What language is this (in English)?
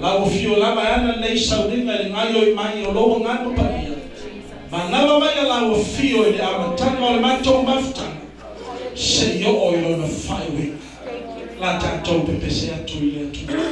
Samoan